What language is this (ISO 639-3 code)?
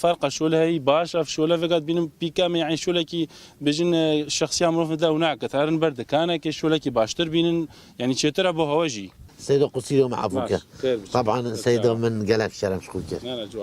kur